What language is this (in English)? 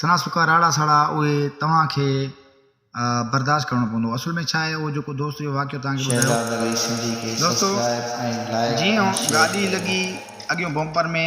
Sindhi